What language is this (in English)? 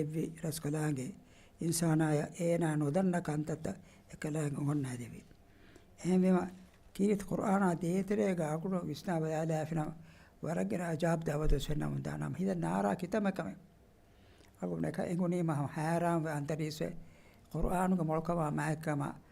Divehi